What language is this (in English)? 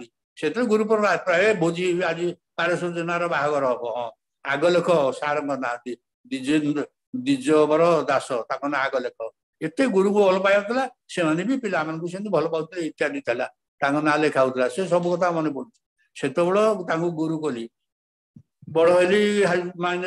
Odia